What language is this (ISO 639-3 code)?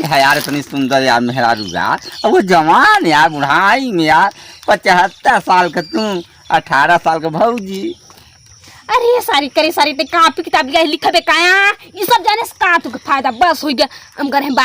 awa